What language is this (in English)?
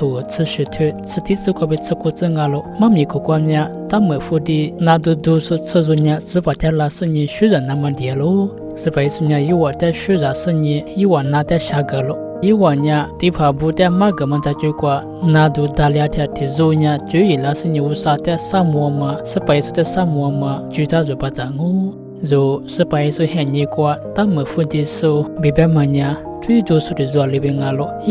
Lisu